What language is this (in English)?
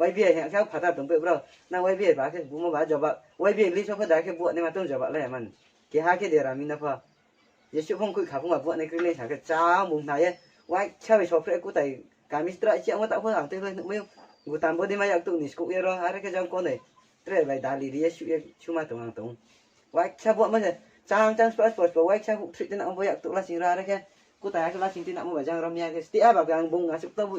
Riang (India)